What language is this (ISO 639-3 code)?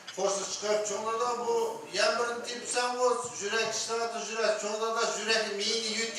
uig